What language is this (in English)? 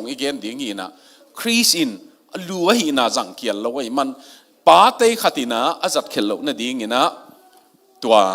Tedim Chin